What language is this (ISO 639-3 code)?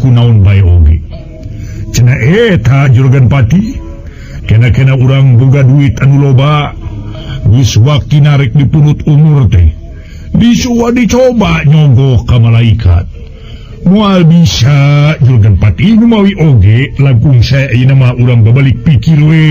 sun